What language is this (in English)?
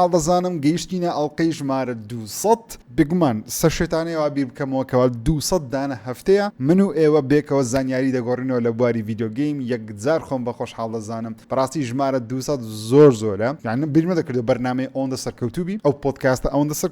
Central Kurdish